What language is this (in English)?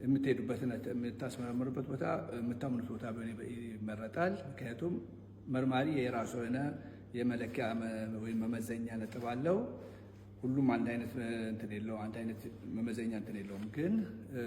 Amharic